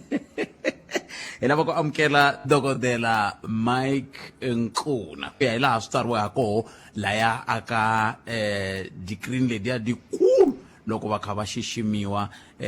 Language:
Tsonga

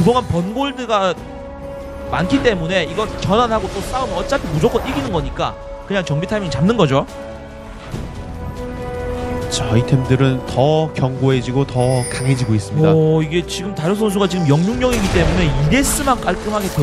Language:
Korean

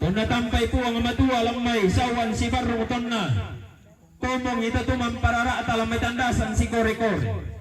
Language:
Toraja-Sa'dan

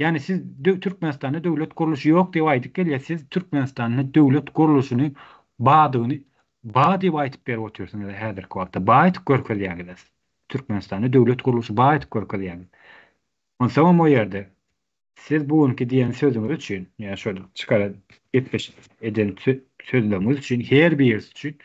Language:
Turkmen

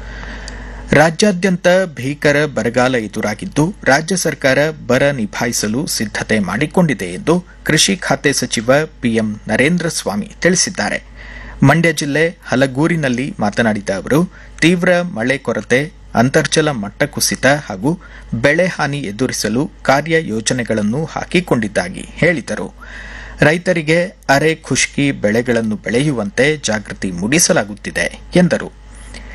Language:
Kannada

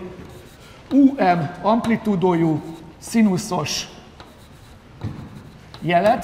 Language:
Hungarian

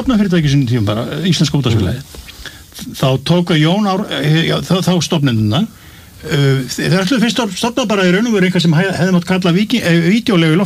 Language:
Icelandic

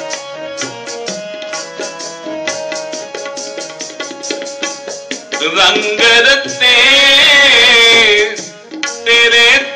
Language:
Punjabi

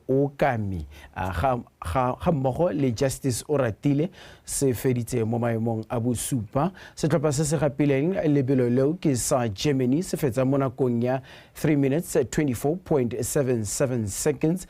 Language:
Tswana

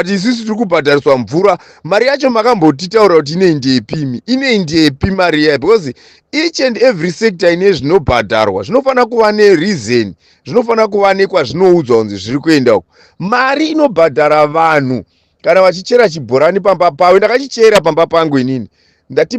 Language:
Shona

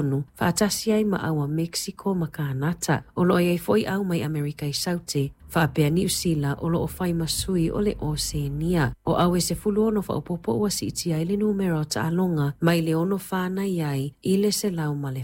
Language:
Samoan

